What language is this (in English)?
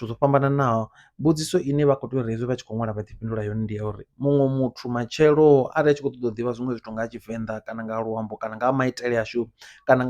Venda